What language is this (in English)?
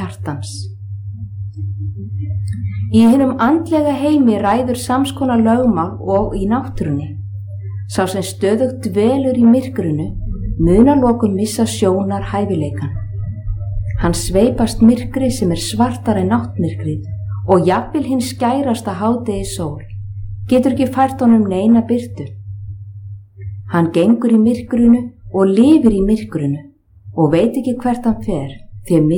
Icelandic